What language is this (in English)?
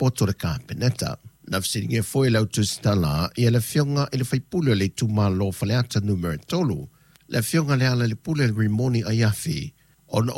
Samoan